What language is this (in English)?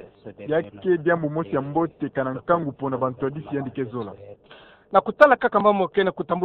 Kituba (Democratic Republic of Congo)